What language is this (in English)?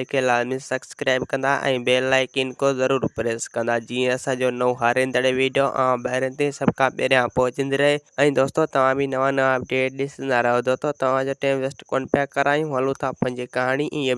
Sindhi